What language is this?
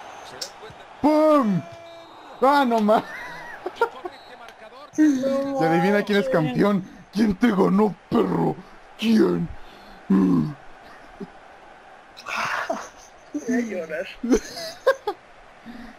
Spanish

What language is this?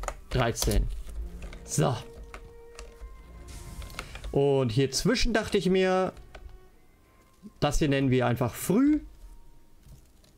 German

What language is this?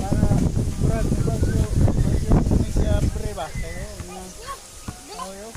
Cebuano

